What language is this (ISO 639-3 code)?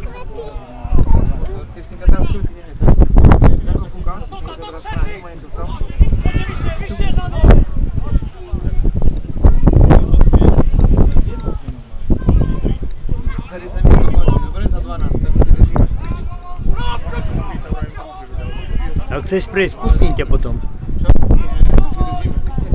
slk